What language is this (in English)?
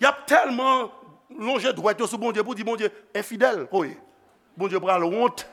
Haitian Creole